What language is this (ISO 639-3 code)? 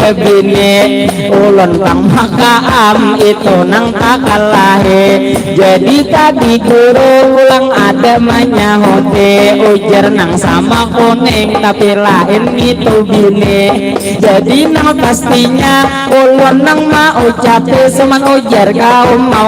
bjn